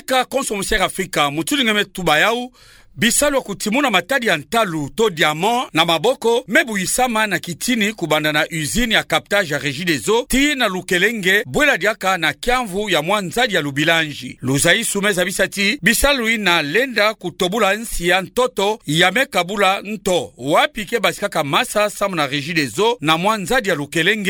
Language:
Kituba (Democratic Republic of Congo)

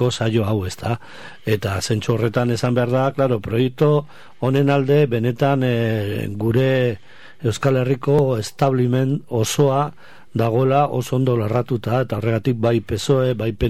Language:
Basque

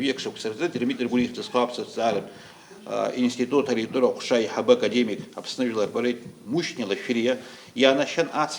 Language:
Abkhazian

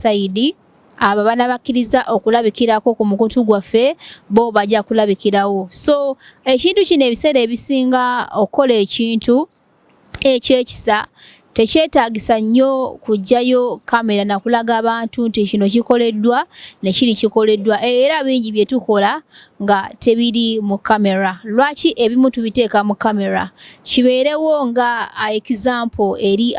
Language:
Ganda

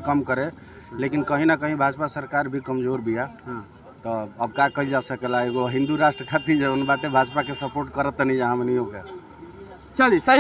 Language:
Bhojpuri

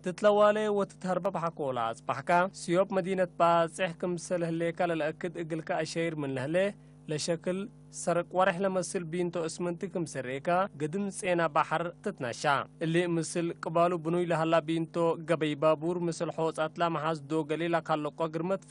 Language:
Tigre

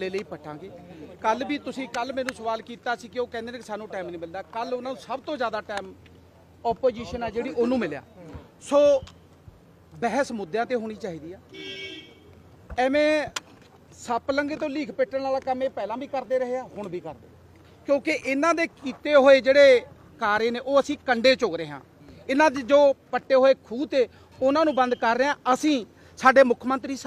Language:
Punjabi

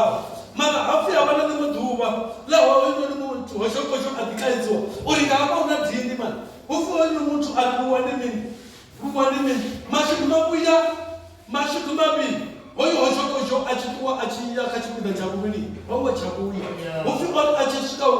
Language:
Venda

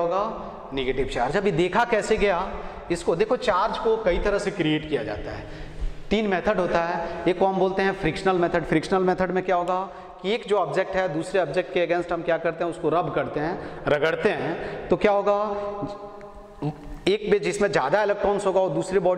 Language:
Hindi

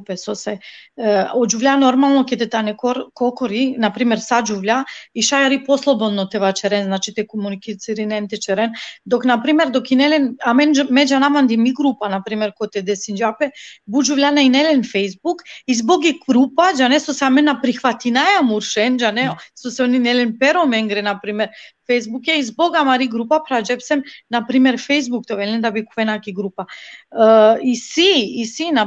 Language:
Balkan Romani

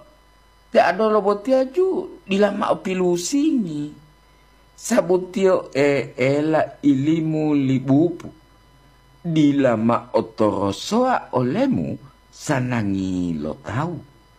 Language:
Gorontalo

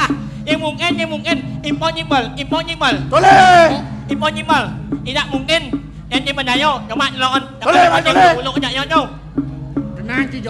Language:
Balinese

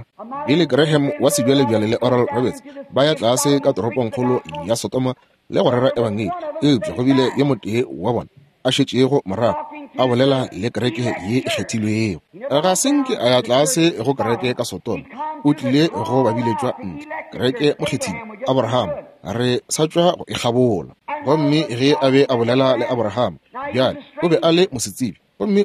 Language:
Northern Sotho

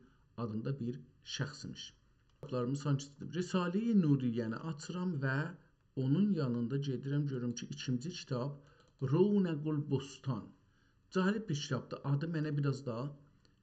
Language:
South Azerbaijani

